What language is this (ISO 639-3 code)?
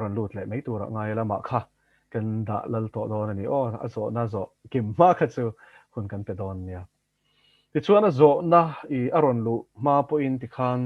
lus